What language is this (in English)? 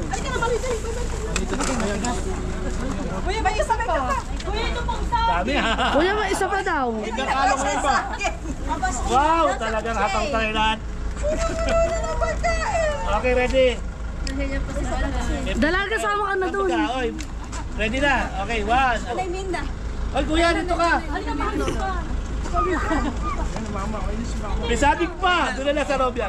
Filipino